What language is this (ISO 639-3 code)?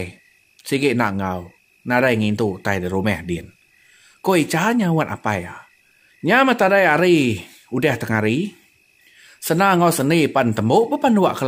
iba